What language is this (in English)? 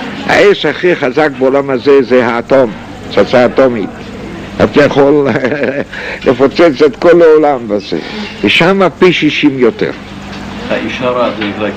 Hebrew